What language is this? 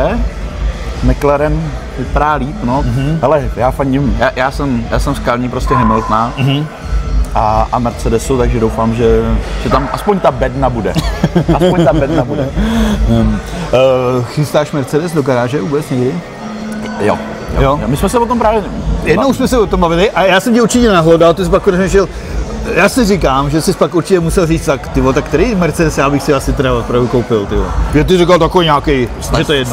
Czech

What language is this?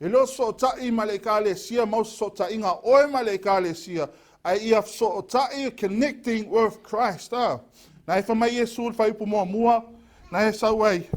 Samoan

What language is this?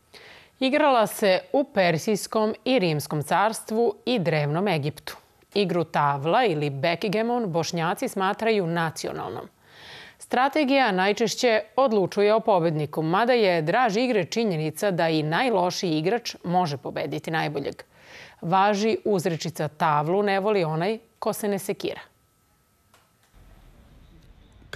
Serbian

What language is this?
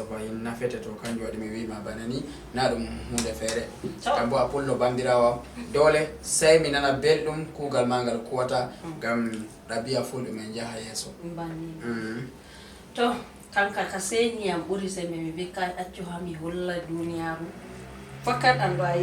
Fula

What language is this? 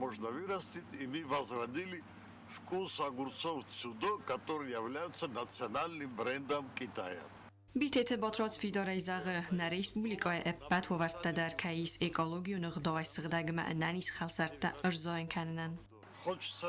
Ossetic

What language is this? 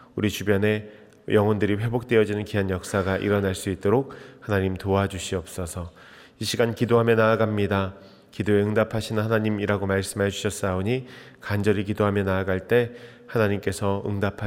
Korean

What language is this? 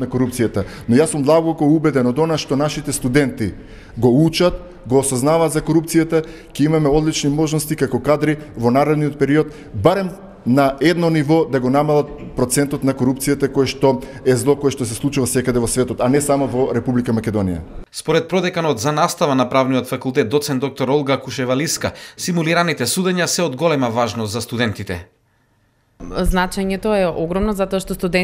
Macedonian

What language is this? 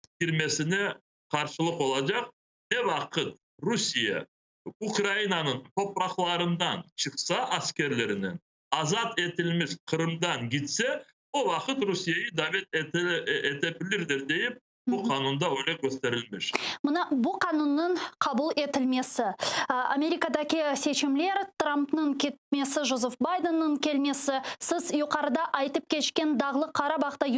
Crimean Tatar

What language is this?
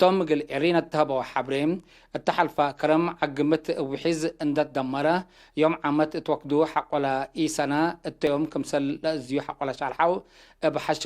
Tigre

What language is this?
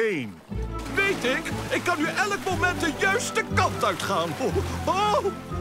Dutch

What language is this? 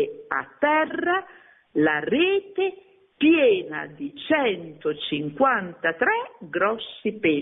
Italian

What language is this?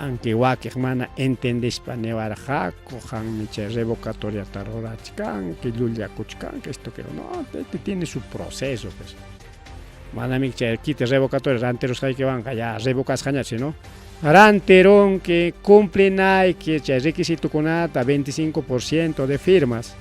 Ayacucho Quechua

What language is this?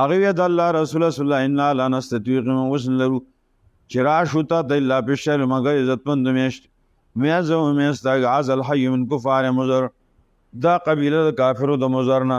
Pashto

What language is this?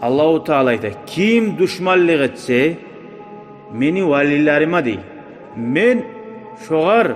Kumyk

